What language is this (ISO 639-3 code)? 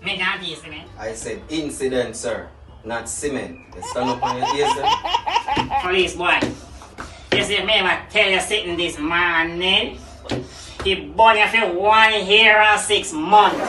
jam